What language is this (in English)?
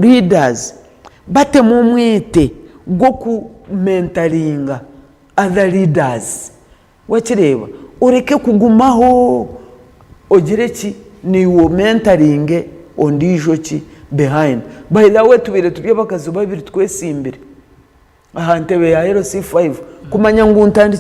Nyankole